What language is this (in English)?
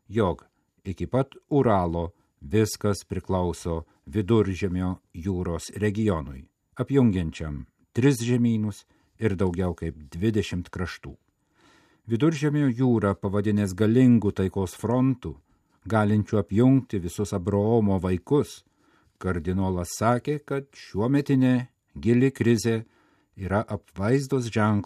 Lithuanian